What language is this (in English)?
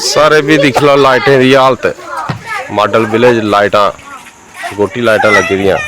Dogri